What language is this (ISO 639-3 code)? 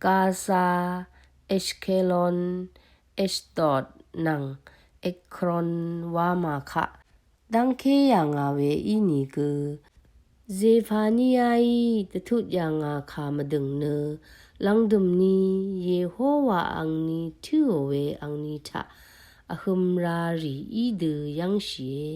raw